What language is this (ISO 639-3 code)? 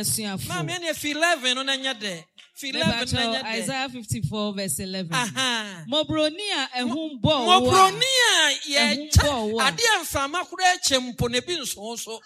aka